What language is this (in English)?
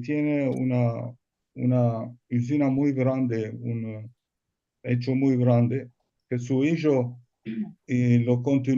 Ladino